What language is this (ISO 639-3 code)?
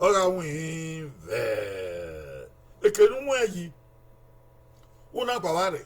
bin